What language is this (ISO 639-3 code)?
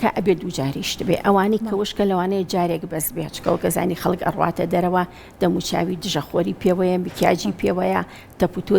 ckb